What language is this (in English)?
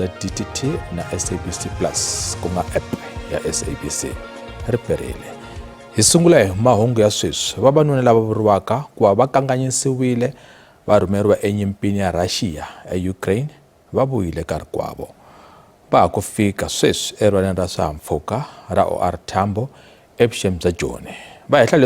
Tsonga